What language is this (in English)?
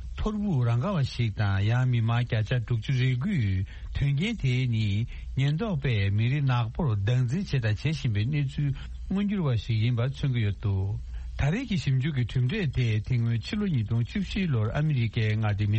Tibetan